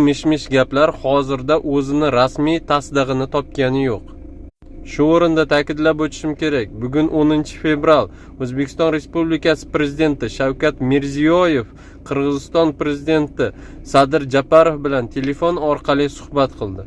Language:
Uzbek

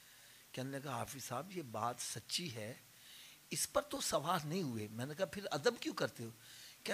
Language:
Urdu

